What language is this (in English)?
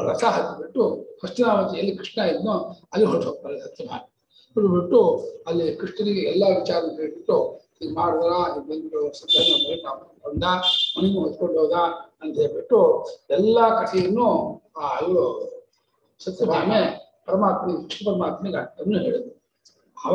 Kannada